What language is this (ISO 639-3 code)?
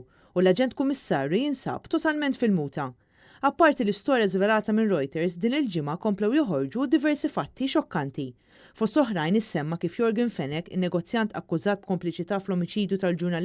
mlt